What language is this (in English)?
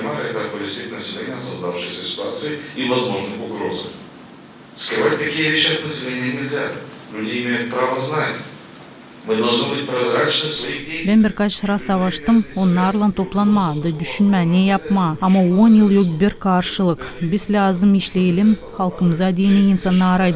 Gagauz